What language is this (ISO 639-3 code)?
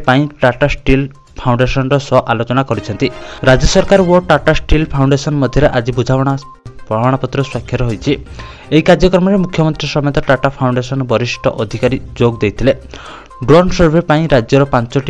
ori